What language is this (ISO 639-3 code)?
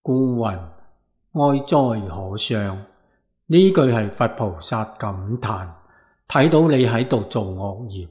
yue